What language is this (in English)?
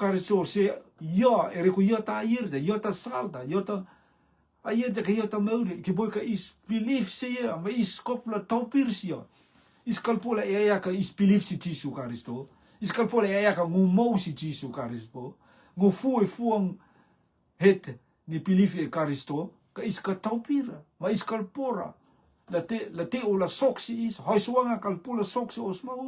Rotuman